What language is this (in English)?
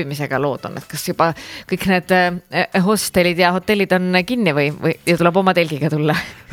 Estonian